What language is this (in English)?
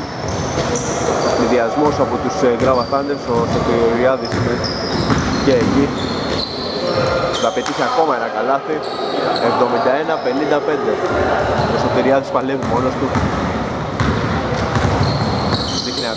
Greek